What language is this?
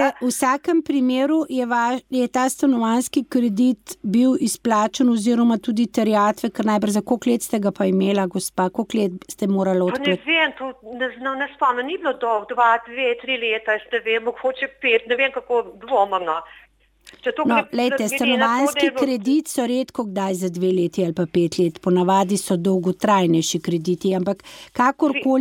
Slovenian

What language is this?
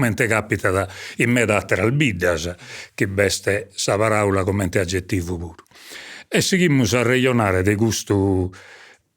Sardinian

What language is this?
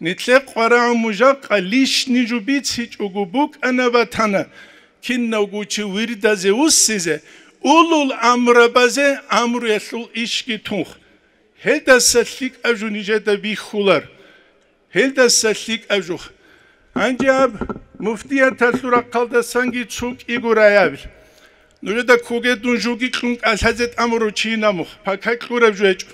Avaric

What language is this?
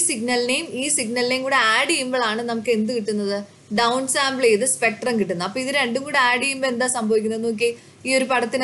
Malayalam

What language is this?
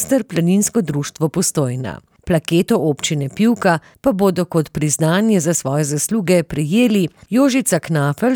Slovenian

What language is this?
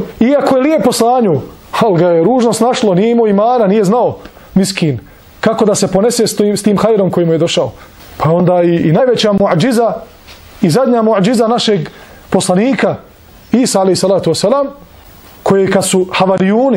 Bosnian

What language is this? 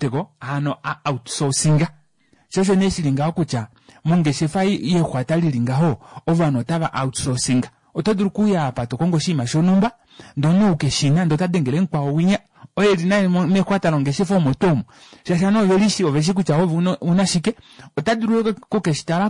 Kuanyama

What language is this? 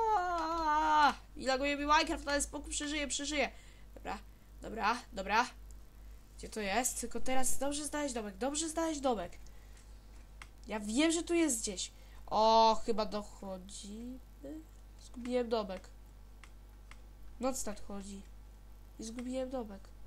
Polish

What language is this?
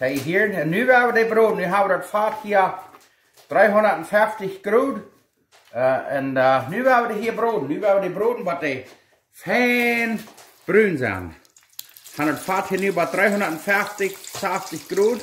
Plautdietsch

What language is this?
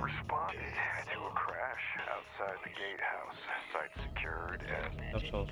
Kara-Kalpak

